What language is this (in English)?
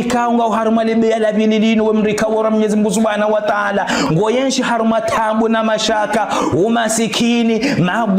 Ngazidja Comorian